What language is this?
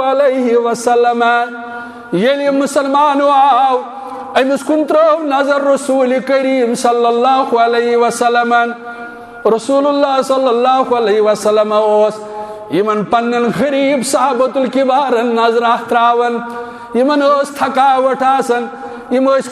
Kashmiri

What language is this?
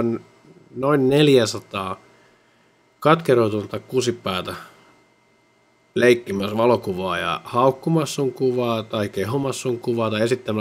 Finnish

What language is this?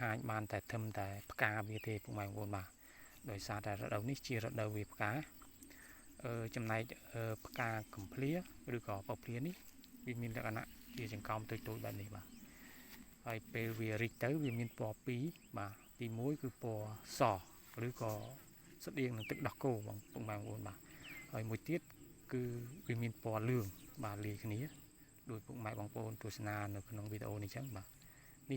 Khmer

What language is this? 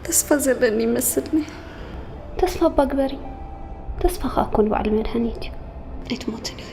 Tigrinya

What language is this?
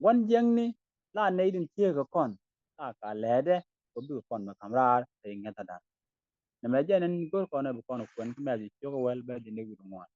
Nuer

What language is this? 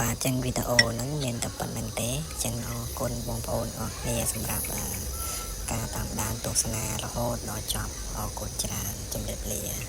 Khmer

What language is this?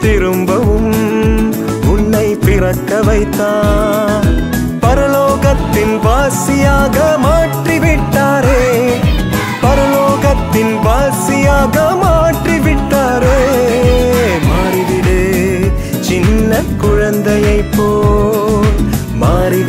Tamil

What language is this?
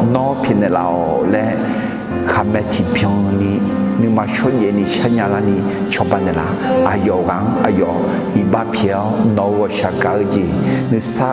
Akha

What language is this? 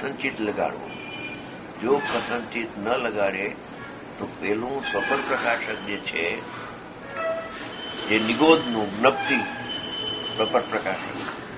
Gujarati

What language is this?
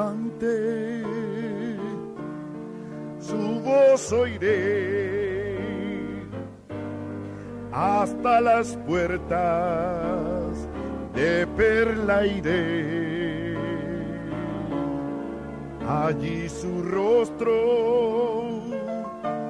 Spanish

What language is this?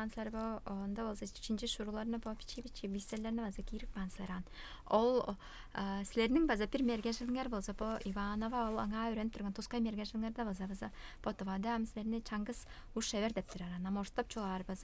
Tuvinian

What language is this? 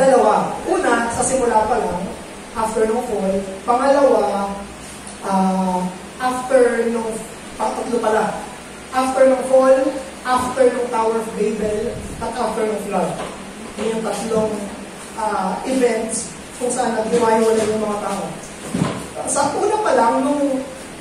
Filipino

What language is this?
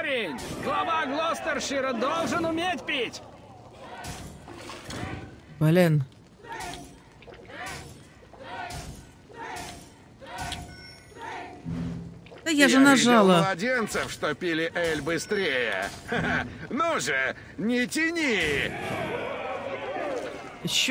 Russian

